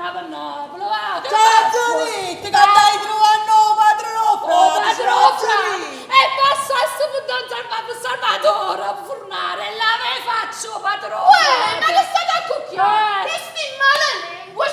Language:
Neapolitan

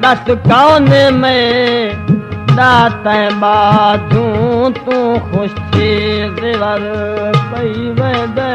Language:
Saraiki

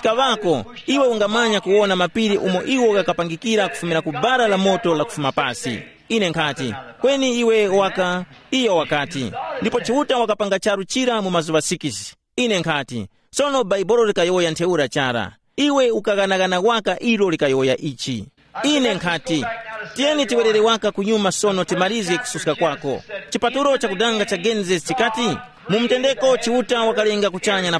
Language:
Tumbuka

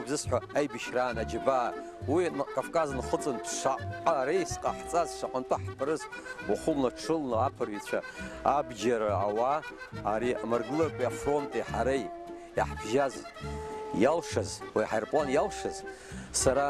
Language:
Abkhazian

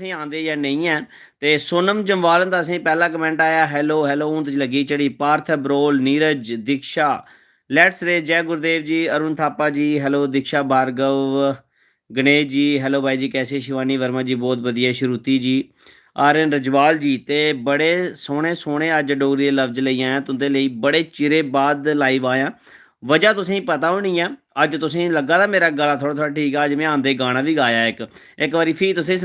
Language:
Dogri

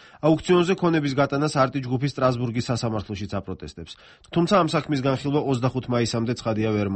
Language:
Georgian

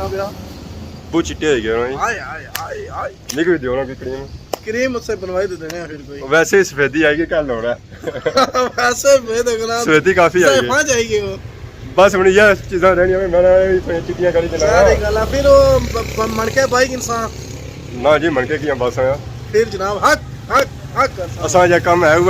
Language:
Pahari-Potwari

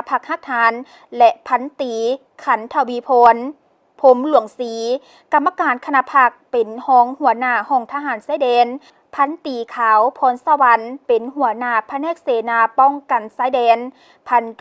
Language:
Lao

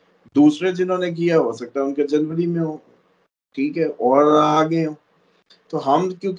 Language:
Urdu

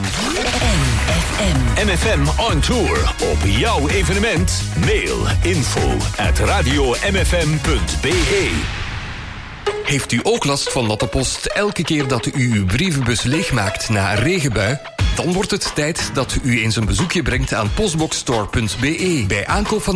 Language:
Dutch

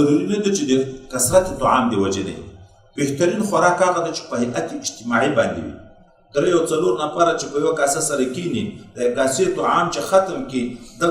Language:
Pashto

